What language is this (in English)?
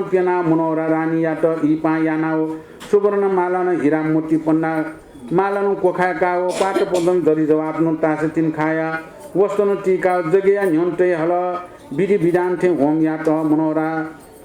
Newari